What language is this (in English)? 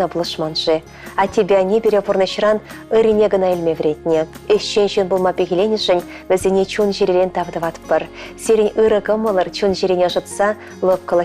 Chuvash